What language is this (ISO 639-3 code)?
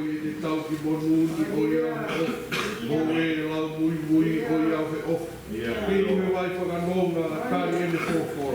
ton